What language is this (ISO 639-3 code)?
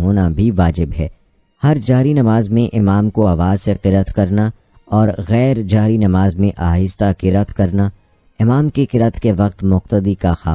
urd